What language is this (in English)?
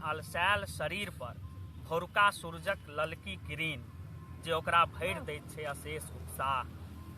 Maithili